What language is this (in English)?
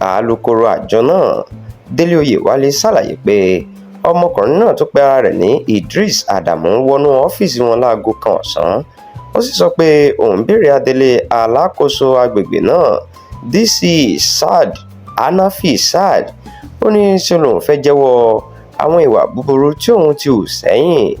Yoruba